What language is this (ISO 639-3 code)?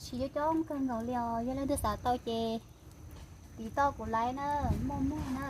hmn